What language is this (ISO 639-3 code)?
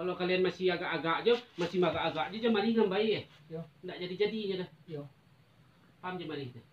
min